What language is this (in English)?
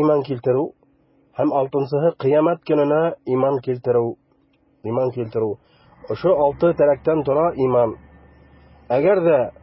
Bashkir